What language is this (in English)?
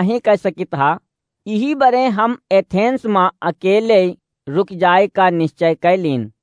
Awadhi